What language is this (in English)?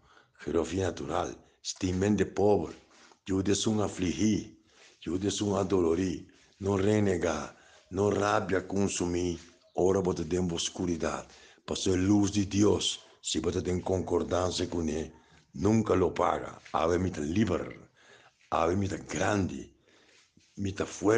Papiamento